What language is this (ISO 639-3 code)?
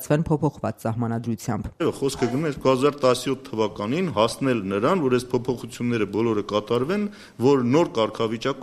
hye